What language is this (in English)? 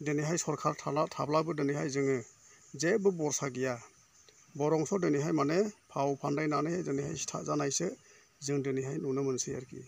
Bodo